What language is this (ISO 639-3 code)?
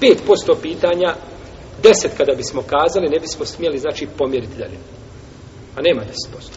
bos